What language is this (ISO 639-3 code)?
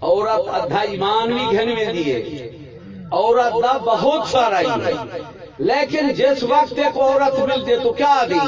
skr